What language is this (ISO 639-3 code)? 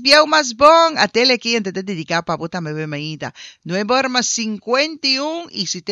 pap